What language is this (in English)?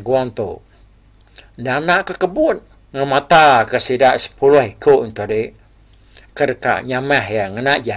Iban